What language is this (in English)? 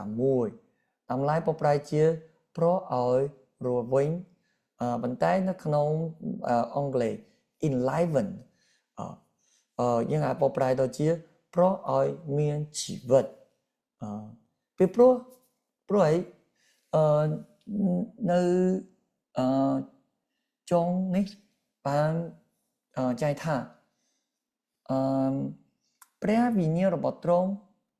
Khmer